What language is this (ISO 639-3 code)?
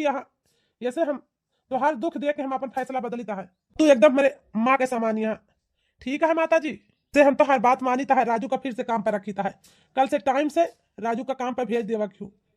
awa